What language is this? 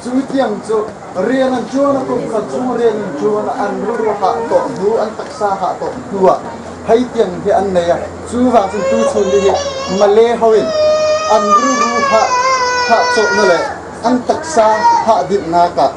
Hakha Chin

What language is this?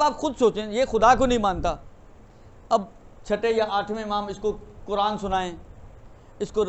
Urdu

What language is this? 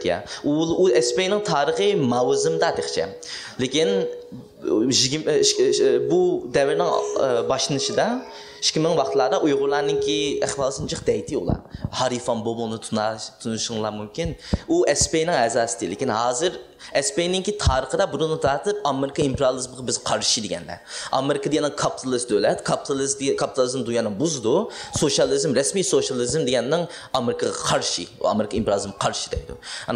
Uyghur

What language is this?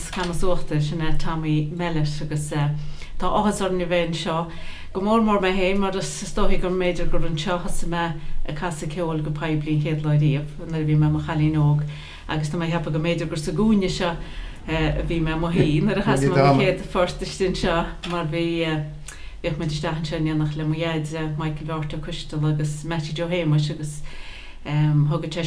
Irish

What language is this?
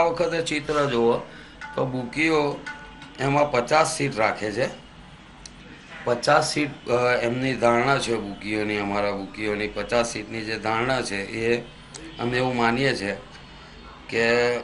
Gujarati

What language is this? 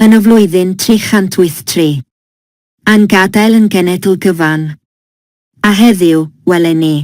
Welsh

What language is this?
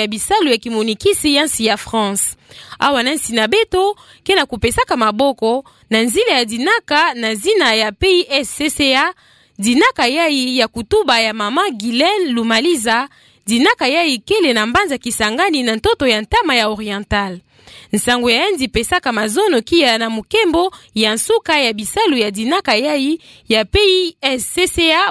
Kituba (Democratic Republic of Congo)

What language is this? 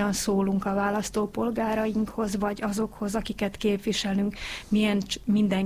Hungarian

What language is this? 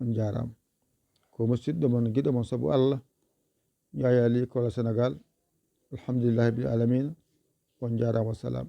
Fula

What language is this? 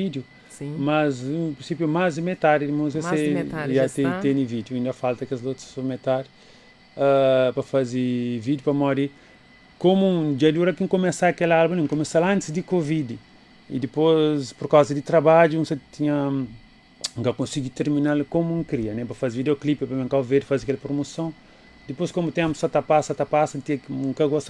Kabuverdianu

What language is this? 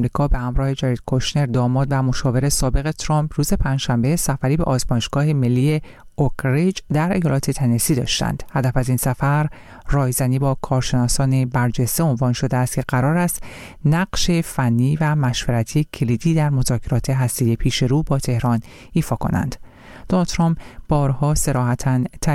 Persian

